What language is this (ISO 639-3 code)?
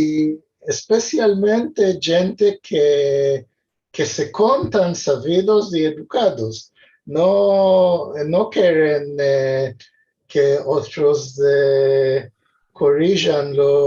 lad